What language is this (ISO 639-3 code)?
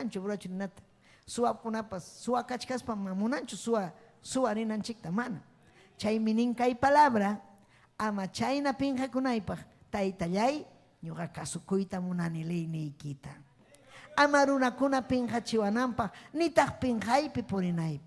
quy